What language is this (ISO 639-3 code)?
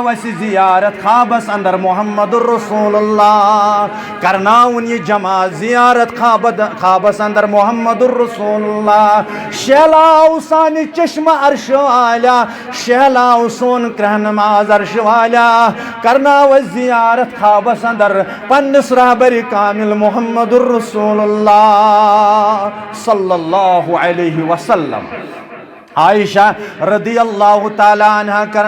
kas